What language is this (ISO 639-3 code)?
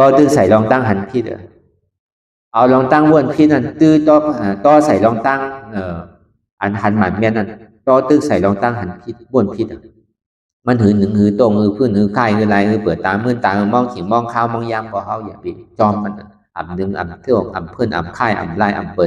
shn